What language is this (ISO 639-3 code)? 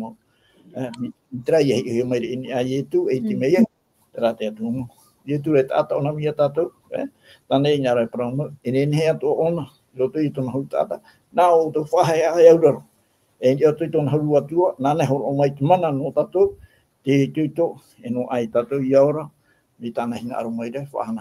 tah